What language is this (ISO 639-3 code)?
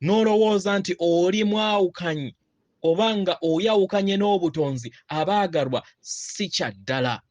lug